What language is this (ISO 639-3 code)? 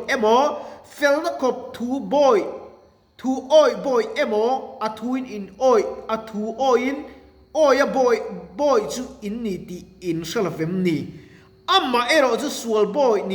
lus